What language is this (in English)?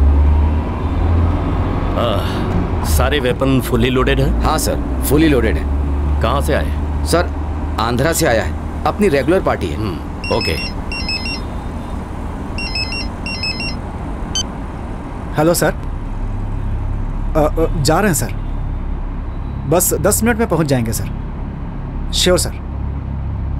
Hindi